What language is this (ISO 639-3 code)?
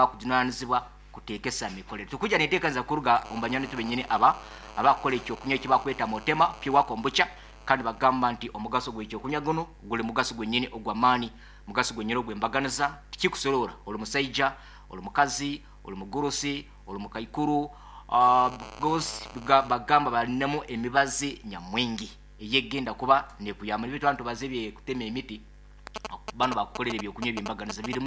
nyo